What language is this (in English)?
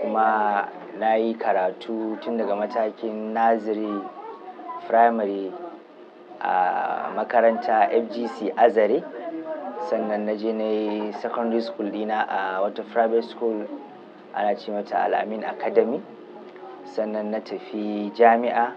Hausa